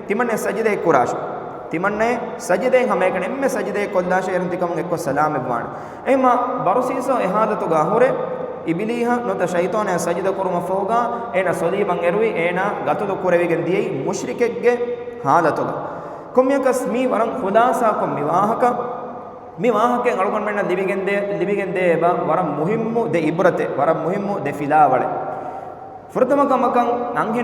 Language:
Divehi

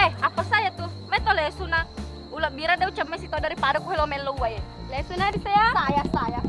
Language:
Buginese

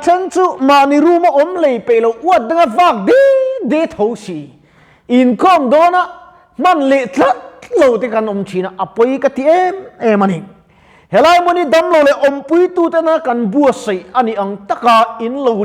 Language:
Mizo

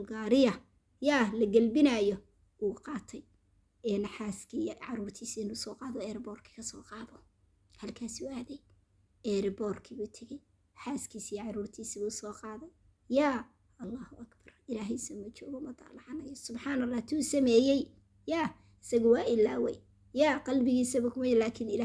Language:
Somali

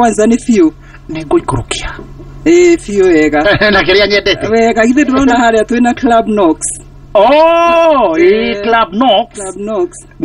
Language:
Kikuyu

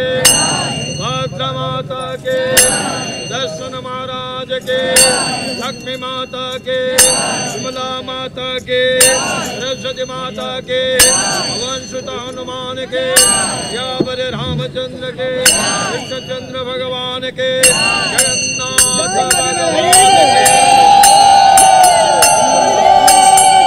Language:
Hindi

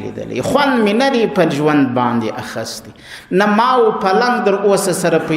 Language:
Pashto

